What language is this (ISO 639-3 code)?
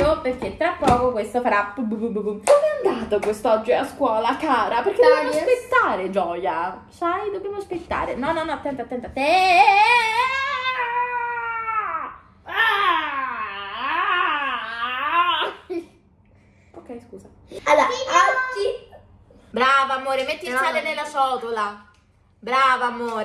ita